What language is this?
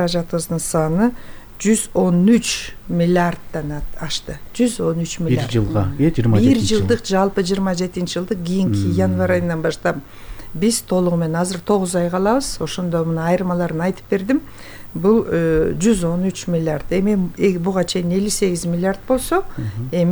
Kyrgyz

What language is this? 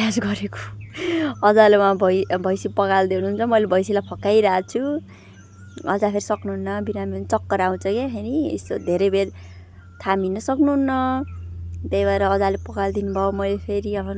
Nepali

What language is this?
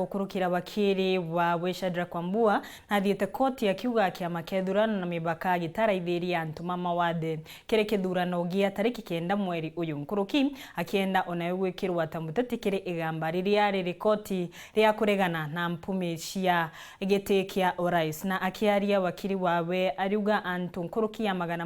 Meru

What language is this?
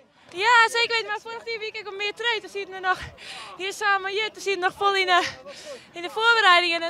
Western Frisian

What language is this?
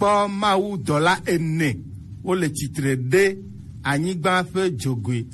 Gen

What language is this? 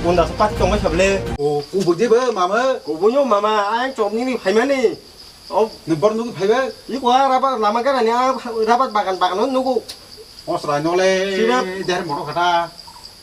Kok Borok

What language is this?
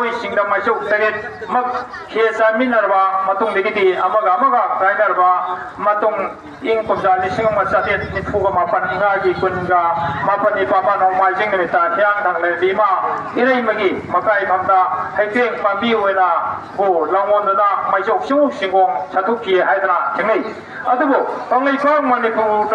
Manipuri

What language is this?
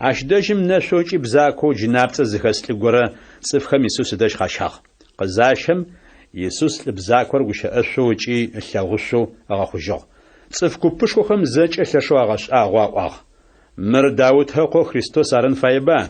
Adyghe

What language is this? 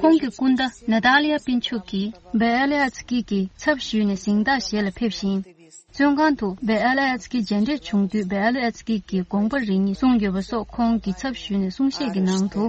Tibetan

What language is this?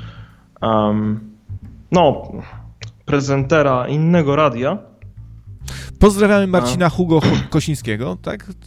Polish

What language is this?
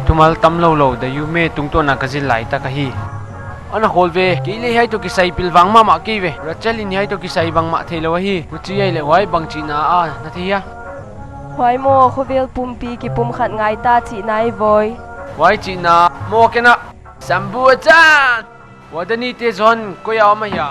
Paite Chin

